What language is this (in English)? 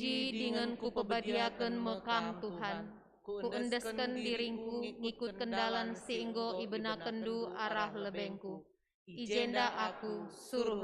Batak Karo